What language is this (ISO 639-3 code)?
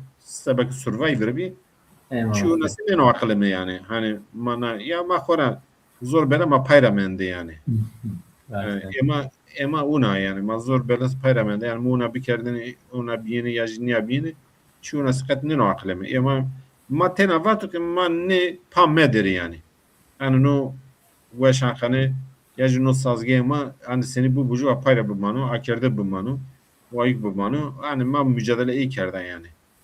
zza